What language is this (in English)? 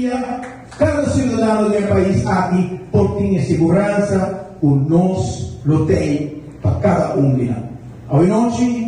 Papiamento